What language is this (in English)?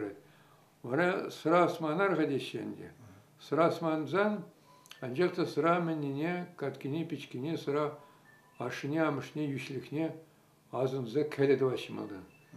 Chuvash